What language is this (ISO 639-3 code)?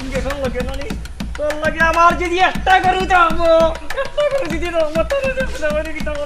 syl